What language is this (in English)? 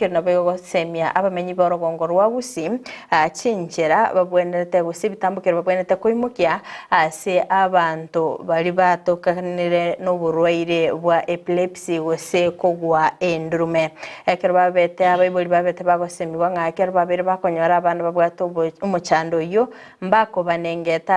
Gusii